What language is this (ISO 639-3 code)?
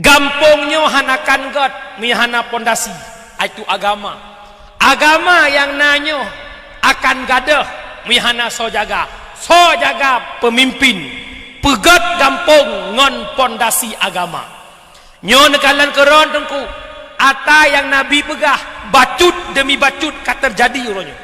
ace